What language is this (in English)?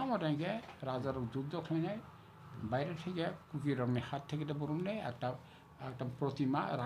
Kok Borok